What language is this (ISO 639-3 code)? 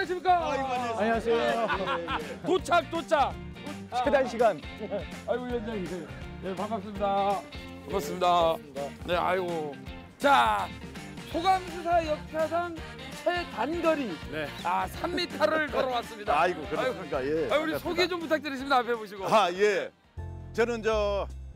kor